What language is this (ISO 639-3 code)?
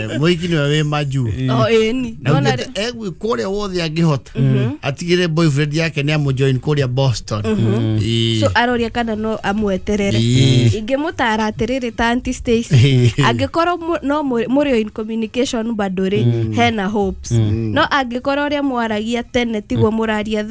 kik